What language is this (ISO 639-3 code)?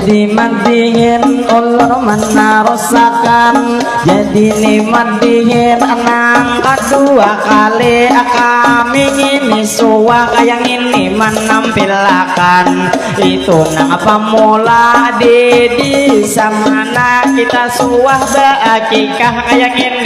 bjn